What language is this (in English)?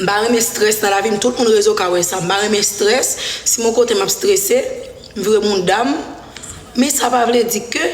Haitian Creole